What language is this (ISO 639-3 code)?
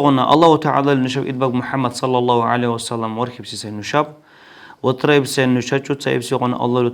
dar